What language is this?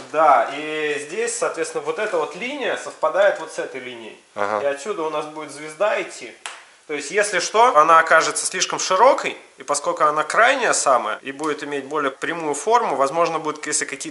Russian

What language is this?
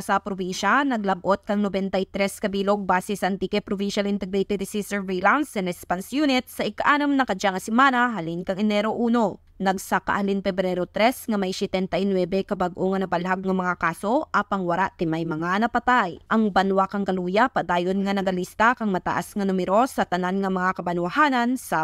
Kinaray-a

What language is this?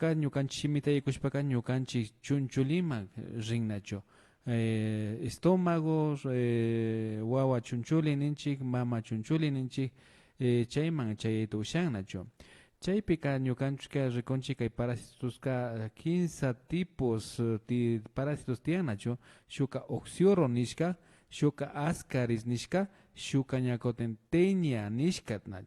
Imbabura Highland Quichua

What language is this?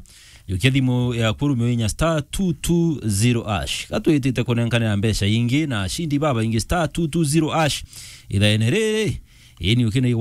Meru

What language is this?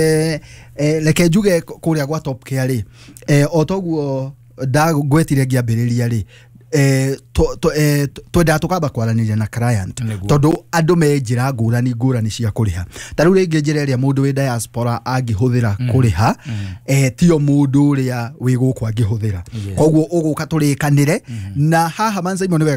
Kikuyu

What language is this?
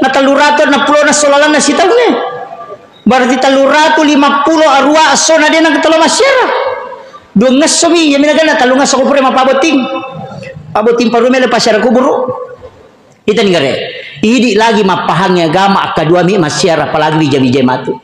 Buginese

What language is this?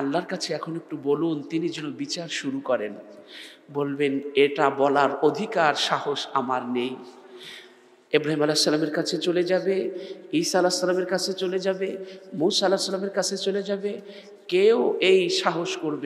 Bangla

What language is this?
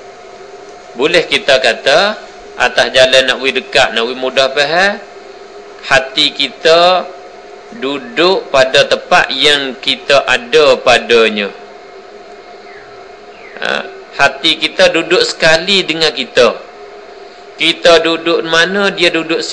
Malay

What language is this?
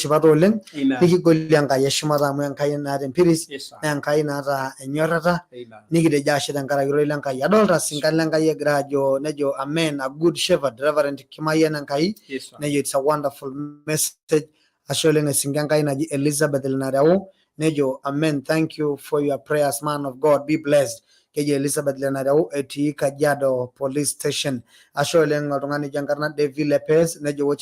Masai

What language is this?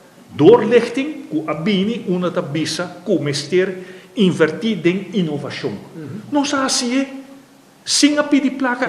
Papiamento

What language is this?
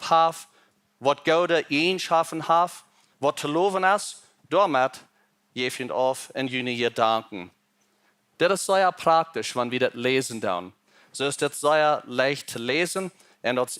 Plautdietsch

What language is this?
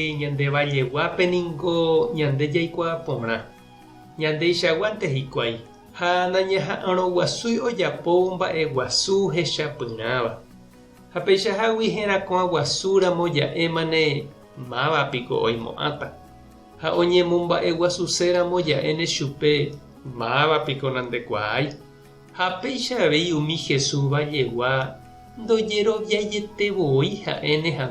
Guarani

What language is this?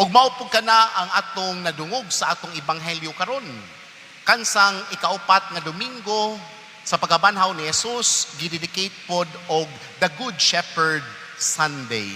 Cebuano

